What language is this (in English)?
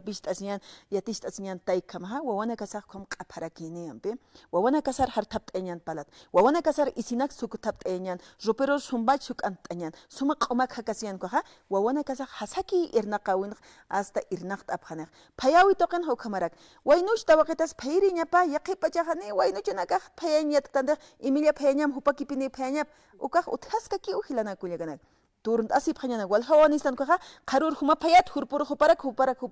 Aymara